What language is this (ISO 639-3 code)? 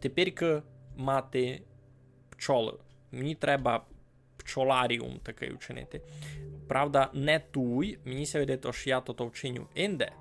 rue